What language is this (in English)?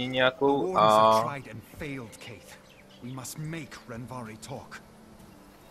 Czech